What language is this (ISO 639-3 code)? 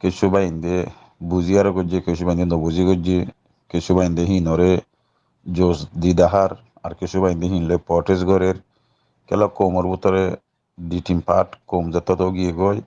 rhg